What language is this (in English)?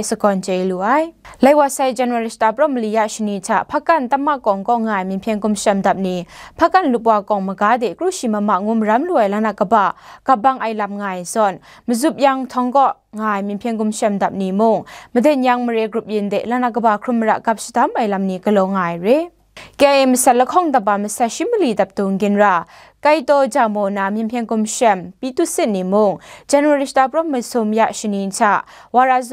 Kachin